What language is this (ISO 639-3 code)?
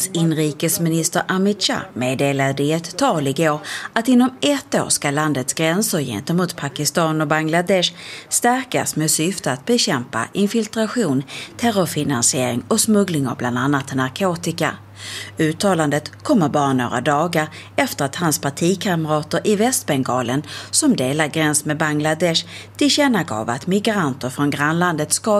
swe